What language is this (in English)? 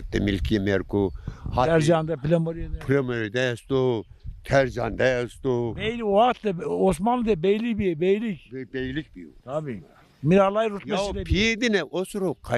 Zaza